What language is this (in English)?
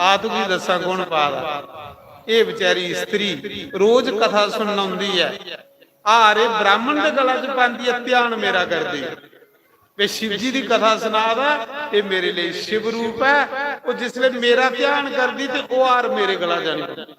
Dogri